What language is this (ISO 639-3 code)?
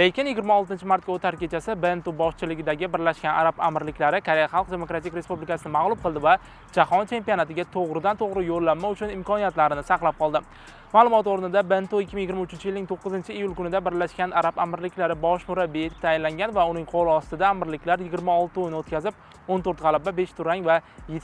uzb